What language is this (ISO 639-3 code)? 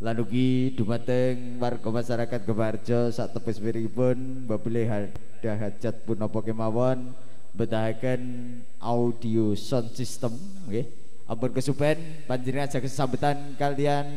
jav